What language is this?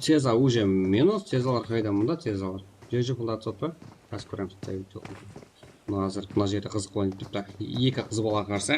Kara-Kalpak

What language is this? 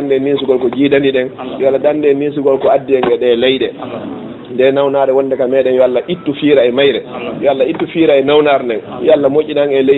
Fula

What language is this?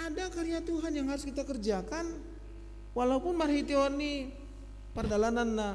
Batak Simalungun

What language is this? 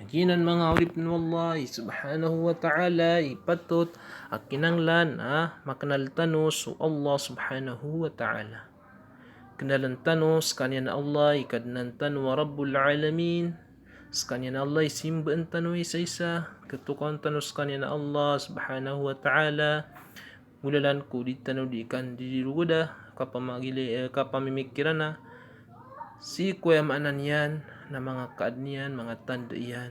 Maranao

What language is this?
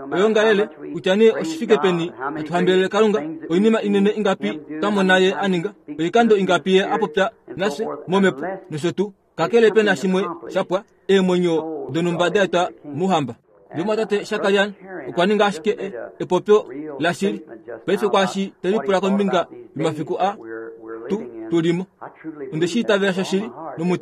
Kuanyama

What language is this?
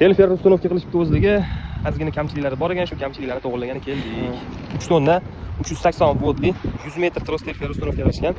Uzbek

